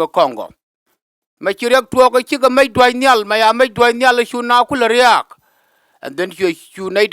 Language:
Nuer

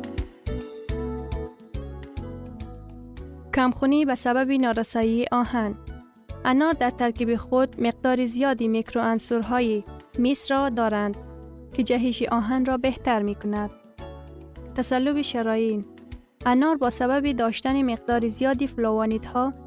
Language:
Persian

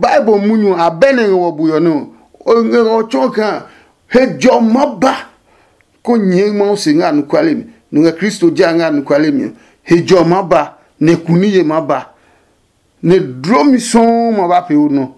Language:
Adangme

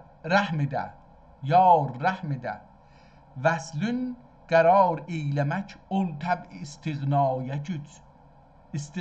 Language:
South Azerbaijani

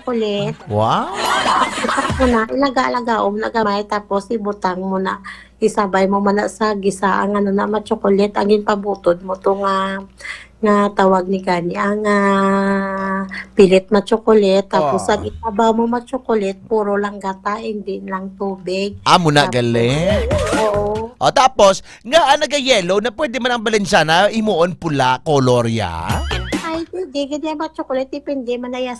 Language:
Hiligaynon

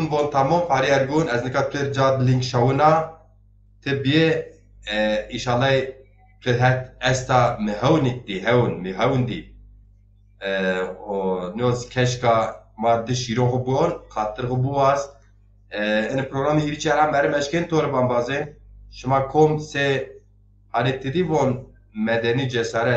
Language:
Zaza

